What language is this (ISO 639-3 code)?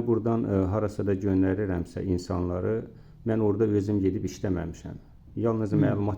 aze